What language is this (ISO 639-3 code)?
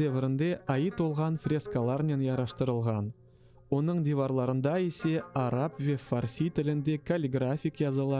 crh